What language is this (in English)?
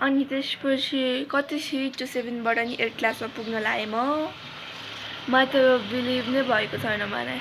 Nepali